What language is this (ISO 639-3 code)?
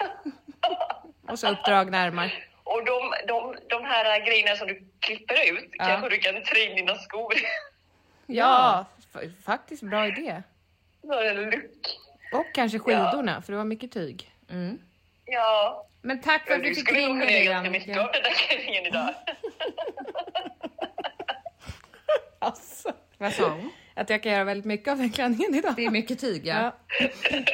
swe